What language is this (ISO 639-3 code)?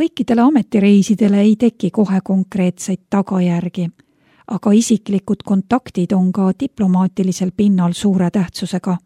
est